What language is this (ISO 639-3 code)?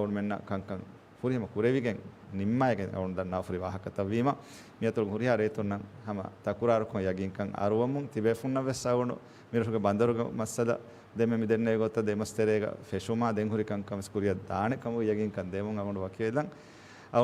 div